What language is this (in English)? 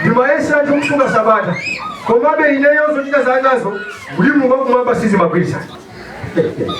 Nyanja